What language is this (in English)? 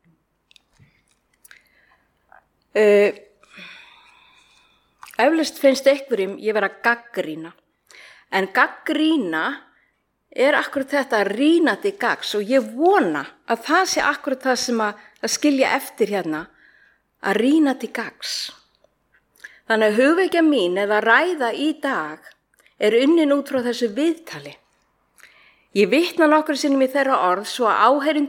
Icelandic